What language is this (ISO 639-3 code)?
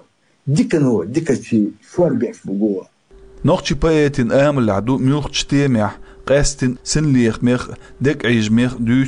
che